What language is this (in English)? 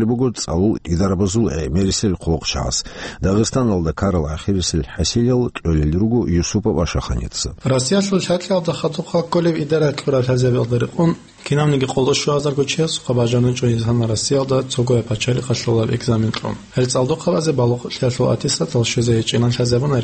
Avaric